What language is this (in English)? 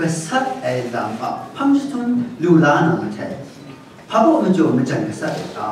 Kachin